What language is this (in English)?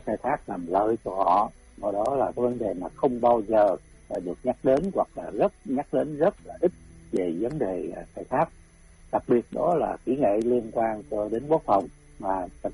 Vietnamese